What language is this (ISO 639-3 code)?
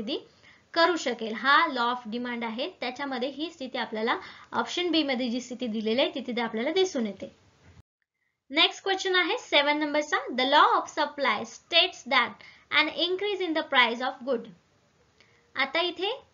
mar